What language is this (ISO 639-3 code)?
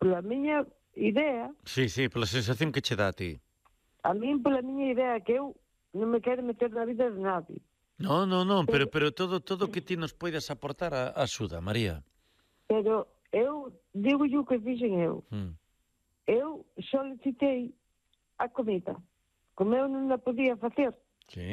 glg